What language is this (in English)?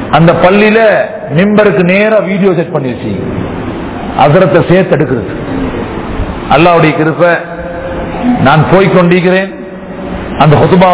Tamil